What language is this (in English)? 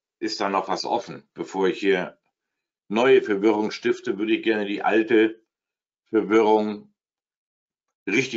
German